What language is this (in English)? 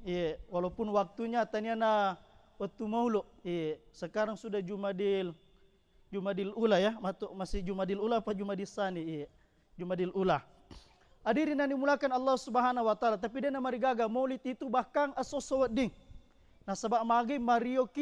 Buginese